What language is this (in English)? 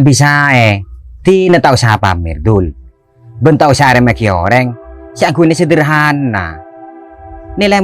Madurese